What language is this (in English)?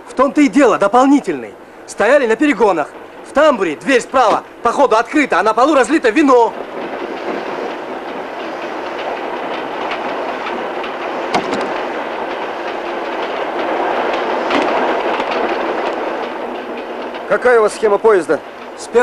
Russian